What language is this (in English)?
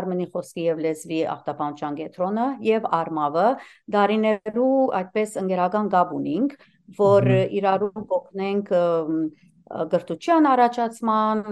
Western Armenian